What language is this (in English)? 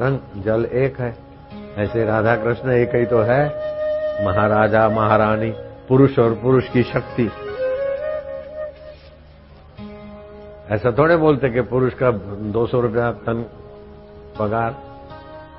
Hindi